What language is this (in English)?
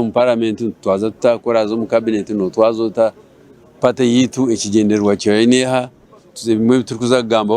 Nyankole